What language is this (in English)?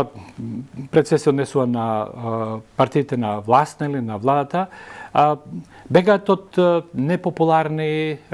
Macedonian